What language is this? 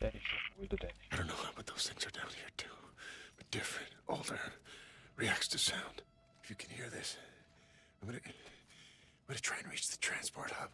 Kara-Kalpak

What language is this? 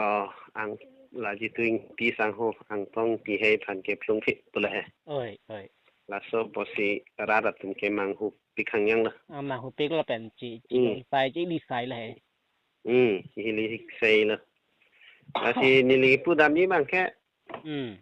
Karbi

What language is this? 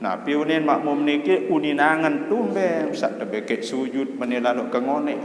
Sasak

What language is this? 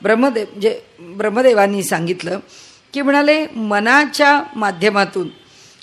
Marathi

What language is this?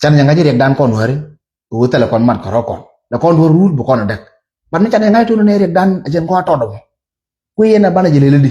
Nuer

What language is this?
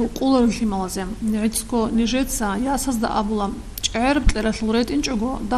Avaric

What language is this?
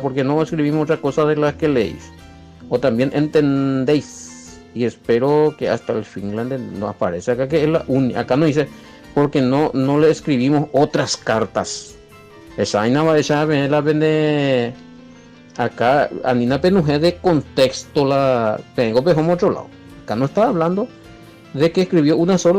Guarani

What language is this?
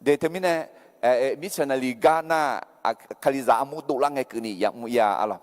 Akha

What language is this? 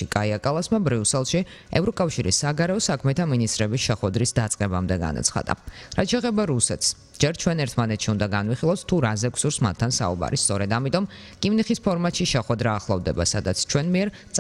Georgian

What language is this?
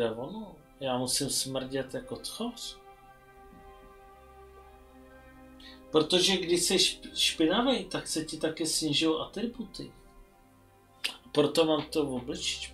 Czech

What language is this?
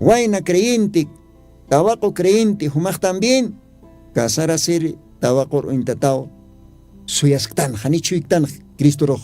Aymara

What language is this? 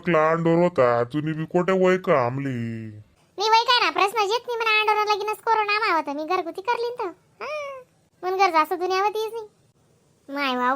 Khandesi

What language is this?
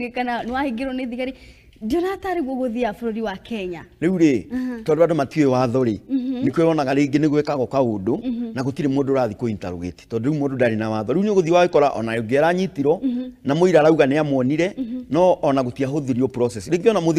Kikuyu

